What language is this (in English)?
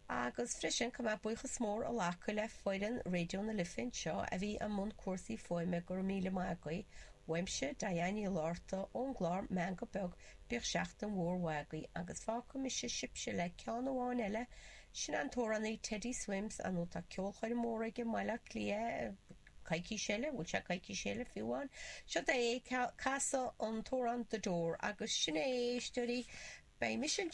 Irish